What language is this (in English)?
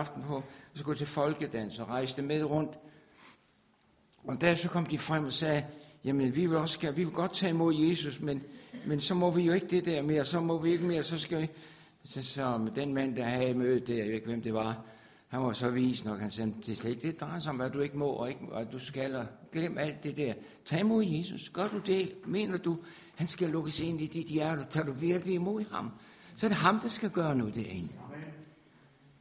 Danish